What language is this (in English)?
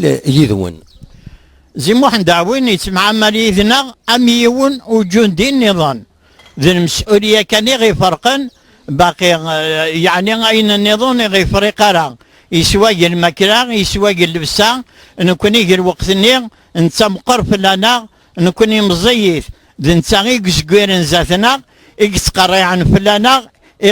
Kabyle